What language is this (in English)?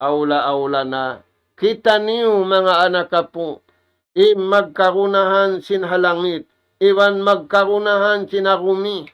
Tausug